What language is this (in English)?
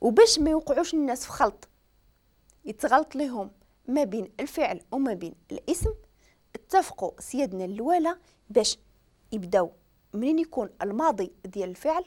Moroccan Arabic